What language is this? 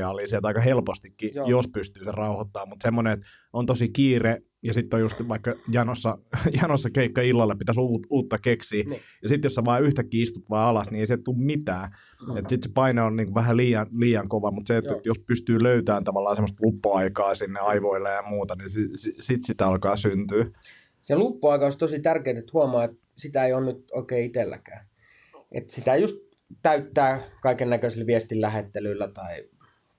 Finnish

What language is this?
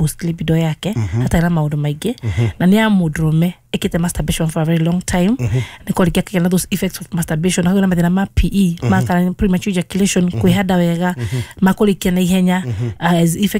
Kikuyu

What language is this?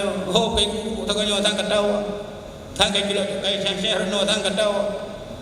Achinese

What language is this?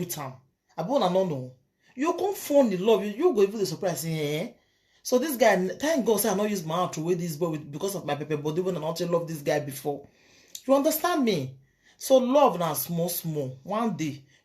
Nigerian Pidgin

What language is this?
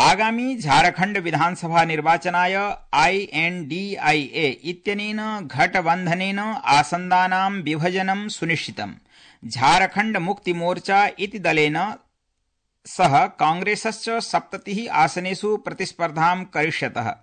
Sanskrit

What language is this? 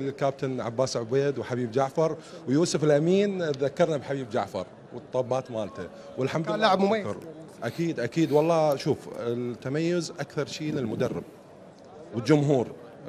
Mesopotamian Arabic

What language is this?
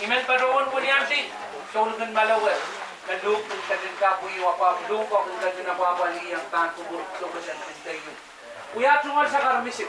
Pohnpeian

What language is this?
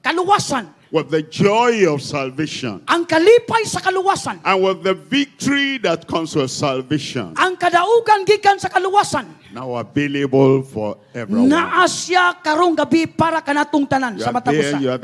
Cebuano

